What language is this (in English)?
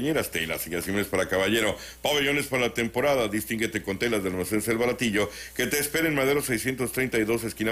Spanish